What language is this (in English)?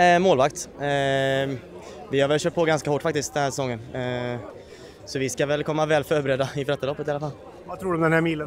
Swedish